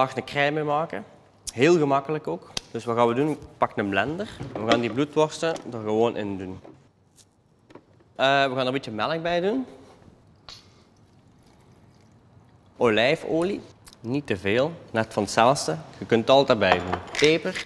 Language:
Dutch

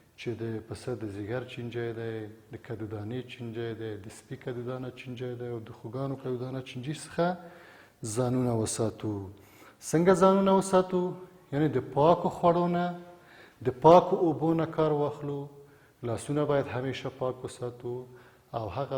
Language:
Pashto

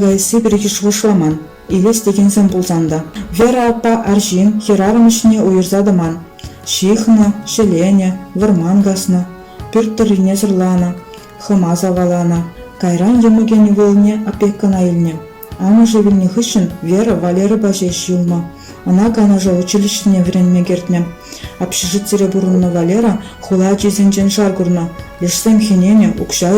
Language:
Chuvash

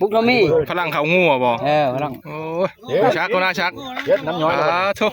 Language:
Northeastern Thai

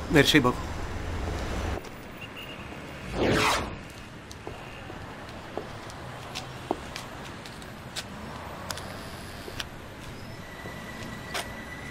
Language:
Italian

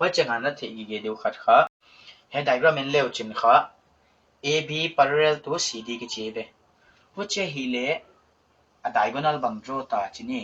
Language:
Paite Chin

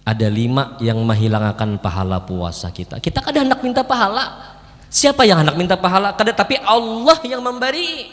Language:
Banjar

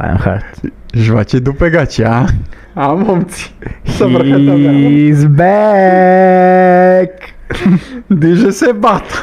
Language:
Serbian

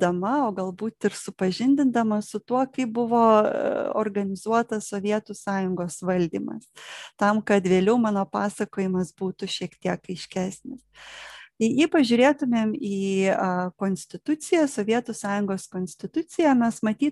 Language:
Lithuanian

